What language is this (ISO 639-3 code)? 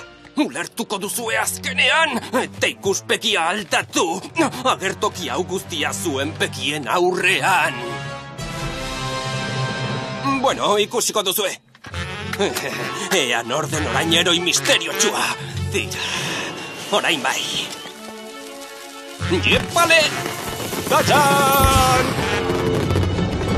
eus